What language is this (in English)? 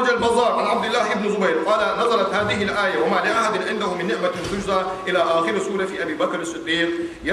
Ingush